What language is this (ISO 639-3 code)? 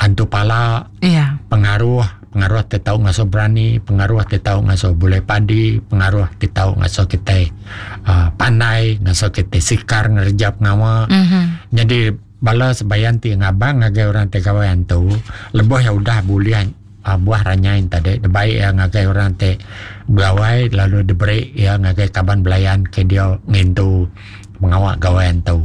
iba